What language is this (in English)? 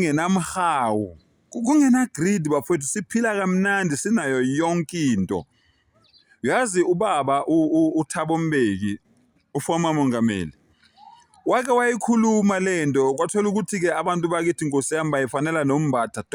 Zulu